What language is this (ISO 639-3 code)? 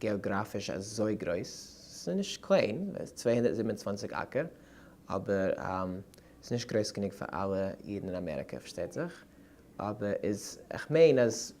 yid